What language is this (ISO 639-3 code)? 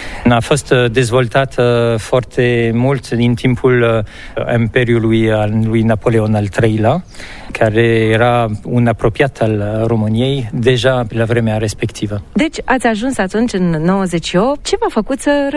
ron